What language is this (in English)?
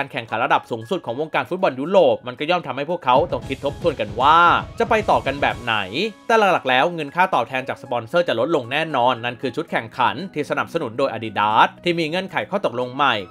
Thai